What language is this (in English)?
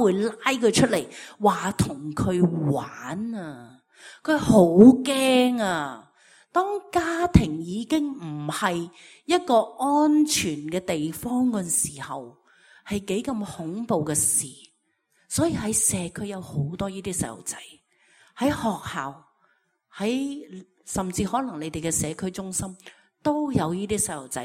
Cantonese